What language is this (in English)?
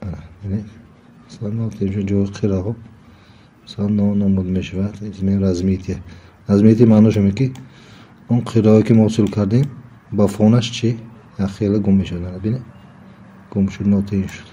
Tajik